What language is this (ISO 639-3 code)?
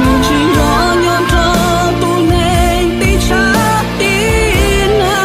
hmn